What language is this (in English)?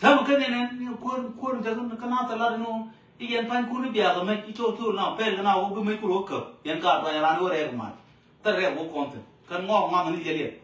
Nuer